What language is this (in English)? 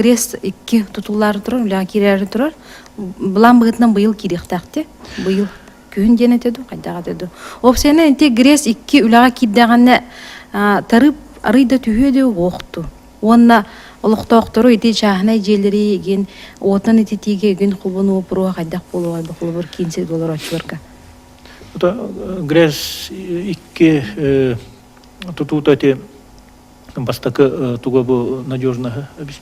Yakut